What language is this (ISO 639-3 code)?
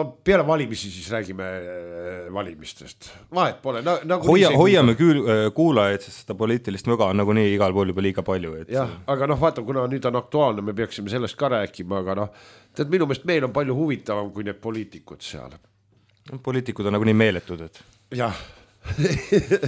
est